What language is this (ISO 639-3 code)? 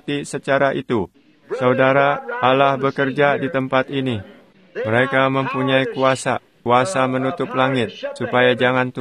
ind